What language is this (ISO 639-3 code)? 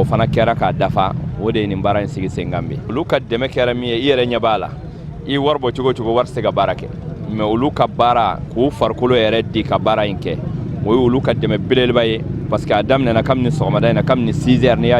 bam